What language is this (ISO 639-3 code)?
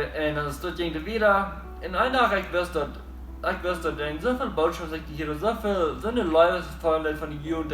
pdt